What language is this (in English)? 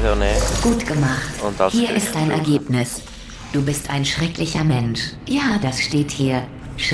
Swiss German